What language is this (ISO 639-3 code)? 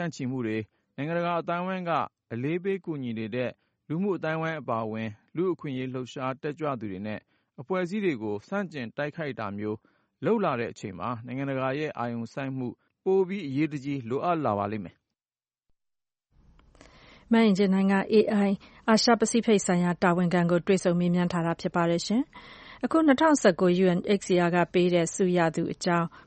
mya